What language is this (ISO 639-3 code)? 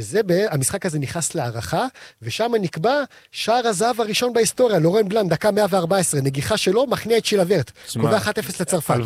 heb